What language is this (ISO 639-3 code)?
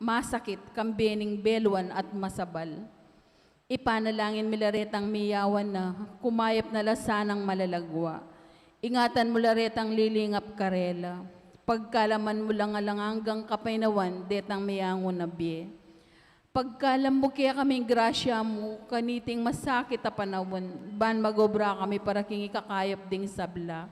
pam